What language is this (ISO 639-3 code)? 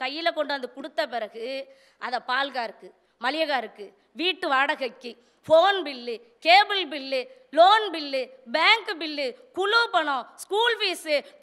tam